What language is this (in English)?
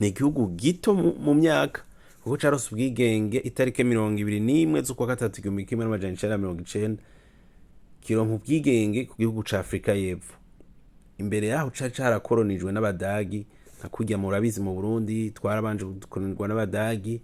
Rundi